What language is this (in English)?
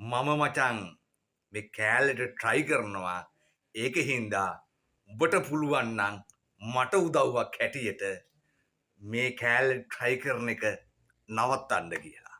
Sinhala